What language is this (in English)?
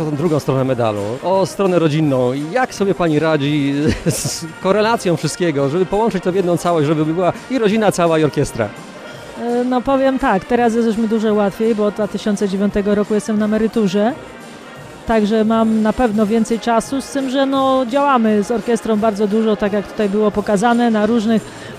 Polish